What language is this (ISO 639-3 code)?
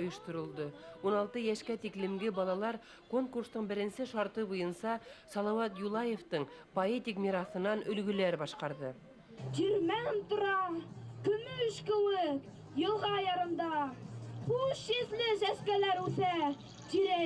bak